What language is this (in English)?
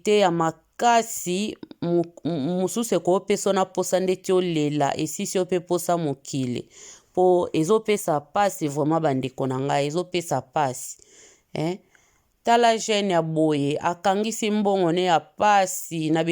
Lingala